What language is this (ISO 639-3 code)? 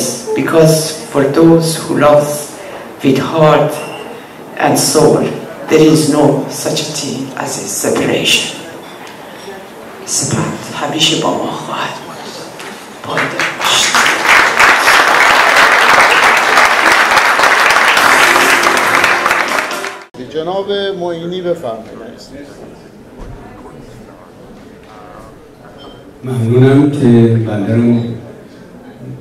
fas